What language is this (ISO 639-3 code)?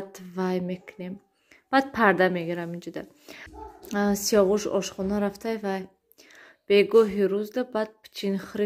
tgk